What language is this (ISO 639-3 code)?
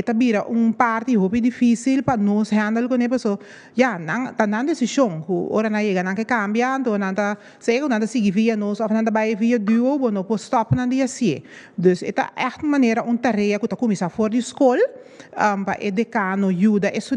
pap